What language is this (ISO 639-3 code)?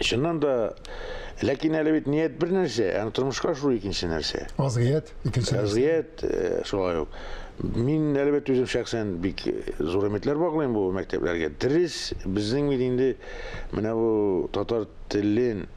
tat